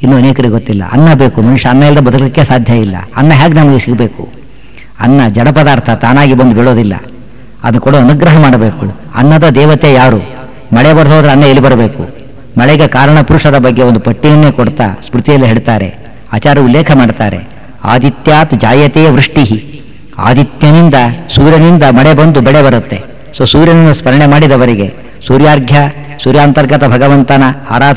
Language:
Kannada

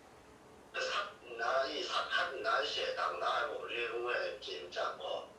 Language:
Kachin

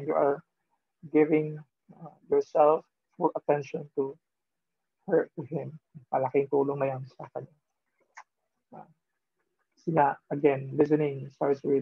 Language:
Filipino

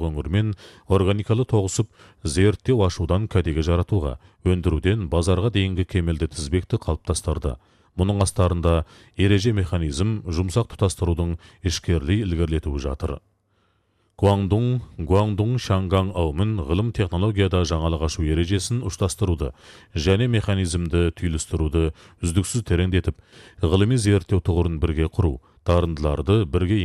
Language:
Kazakh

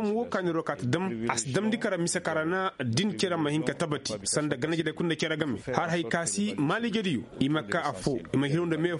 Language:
Koyraboro Senni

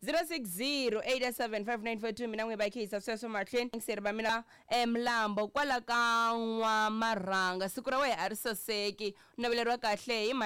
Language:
Tsonga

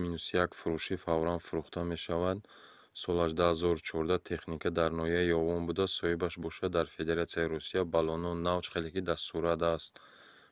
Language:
Tajik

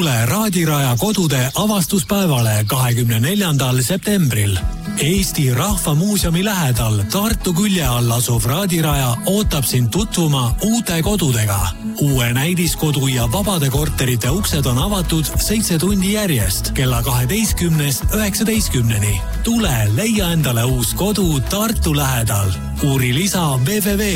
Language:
Estonian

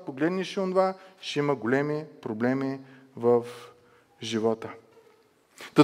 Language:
Bulgarian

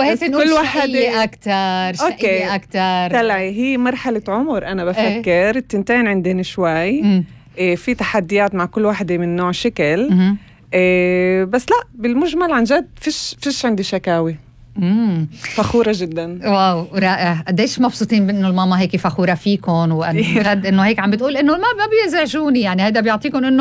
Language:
North Levantine Arabic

